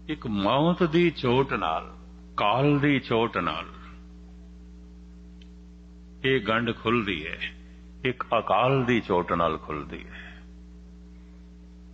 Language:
Punjabi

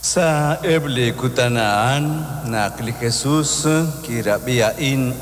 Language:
Kekchí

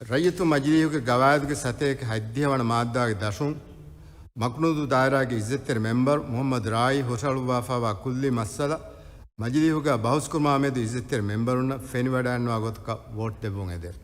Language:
Divehi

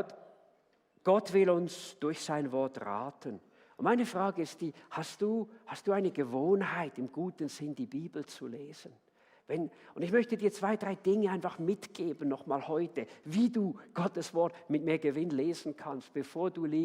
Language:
Swiss German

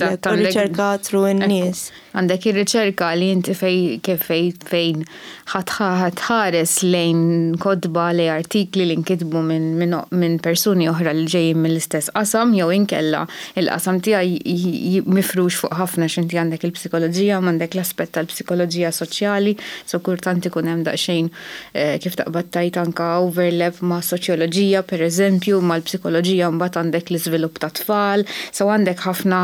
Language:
Maltese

